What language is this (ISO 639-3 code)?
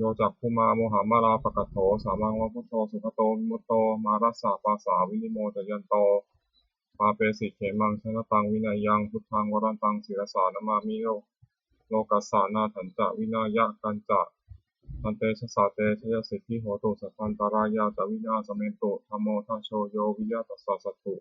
pli